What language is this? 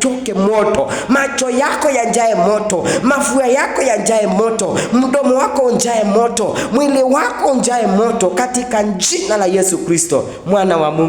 Swahili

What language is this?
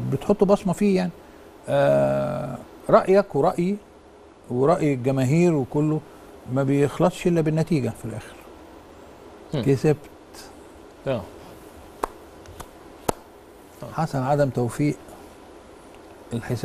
Egyptian Arabic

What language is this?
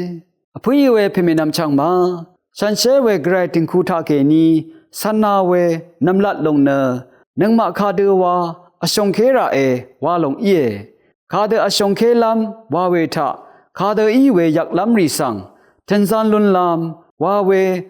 Rawang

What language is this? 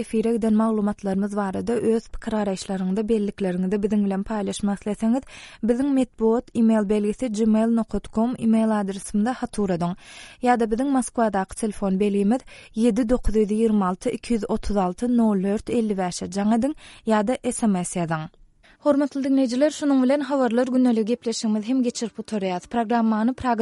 Turkmen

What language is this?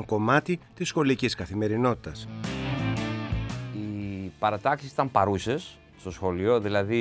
Greek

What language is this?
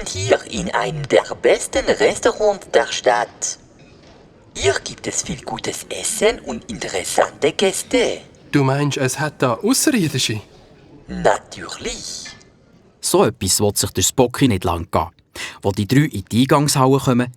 Swiss German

